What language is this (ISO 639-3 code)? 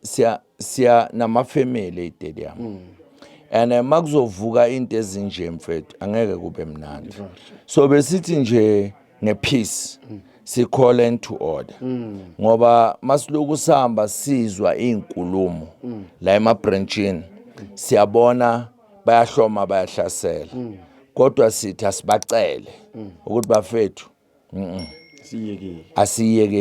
zul